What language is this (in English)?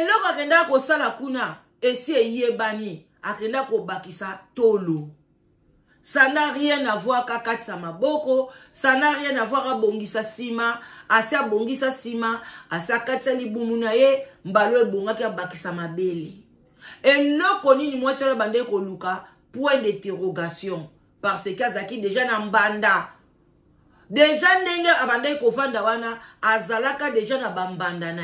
Lingala